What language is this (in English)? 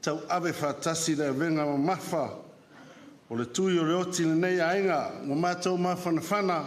Samoan